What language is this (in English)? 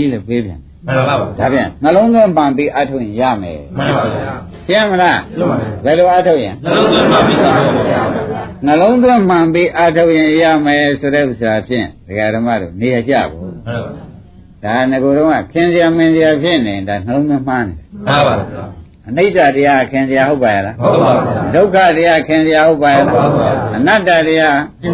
Burmese